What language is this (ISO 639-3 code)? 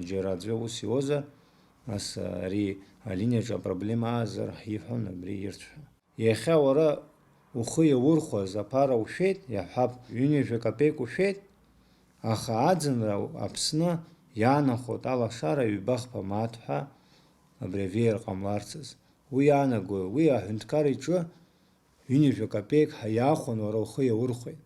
abk